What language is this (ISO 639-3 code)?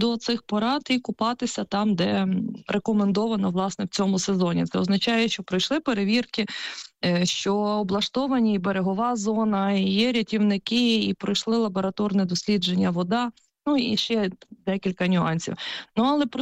ukr